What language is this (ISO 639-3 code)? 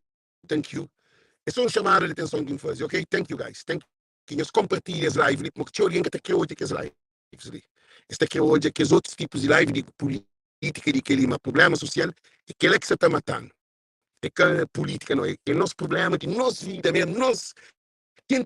kea